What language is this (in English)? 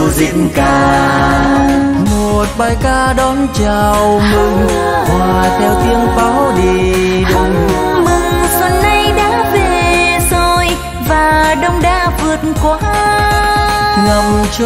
Vietnamese